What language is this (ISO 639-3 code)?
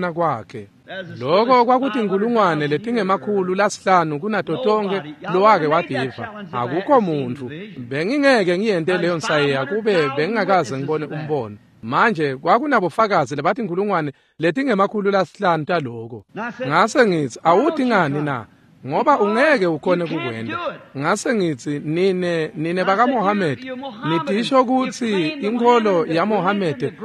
ssw